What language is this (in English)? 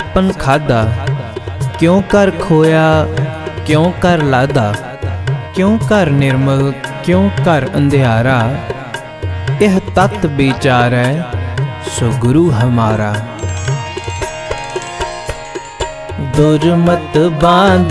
Punjabi